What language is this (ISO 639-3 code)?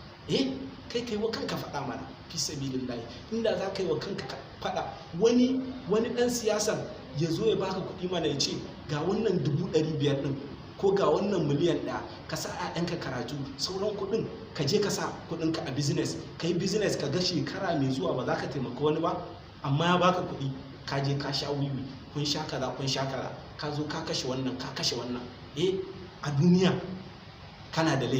hau